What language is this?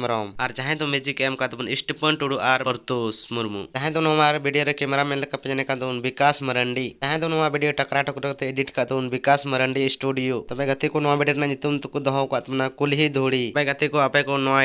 Santali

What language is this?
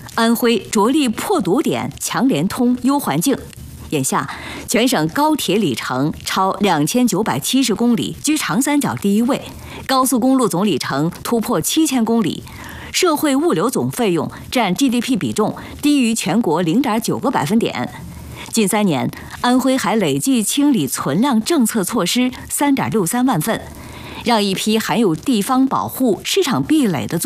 Chinese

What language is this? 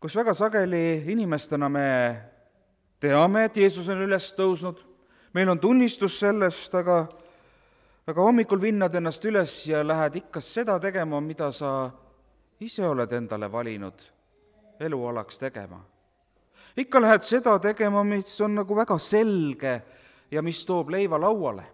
Estonian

